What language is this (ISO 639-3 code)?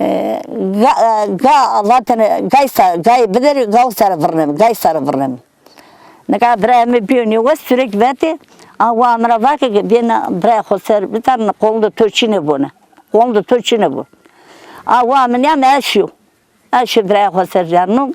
zza